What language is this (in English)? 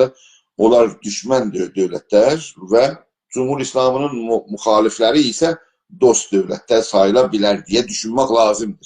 South Azerbaijani